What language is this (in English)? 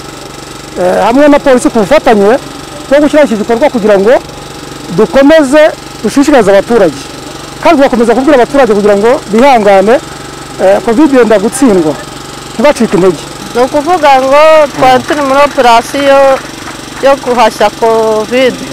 Kinyarwanda